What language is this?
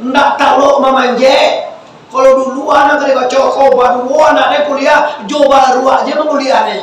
Minangkabau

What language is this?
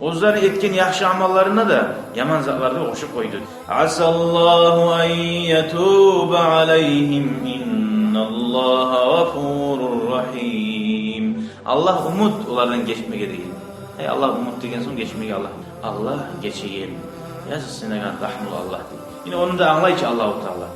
Kumyk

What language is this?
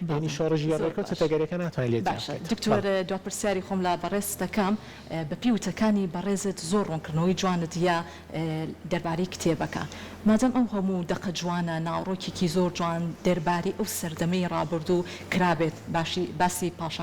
Central Kurdish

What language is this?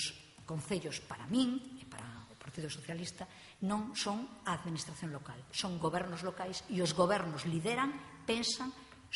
Galician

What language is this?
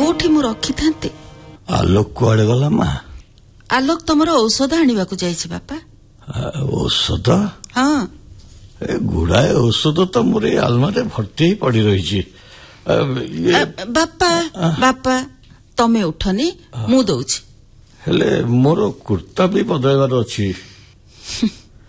Odia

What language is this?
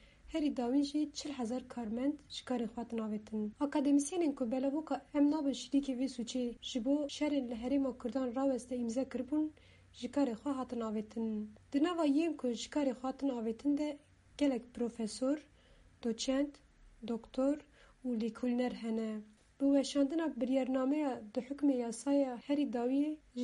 Kurdish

